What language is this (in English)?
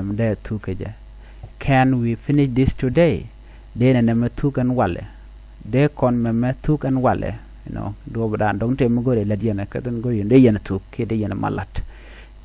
Nuer